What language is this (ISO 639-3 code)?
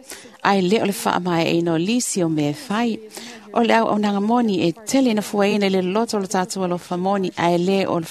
smo